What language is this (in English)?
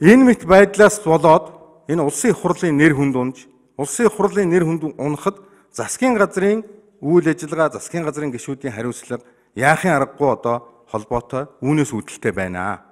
Mongolian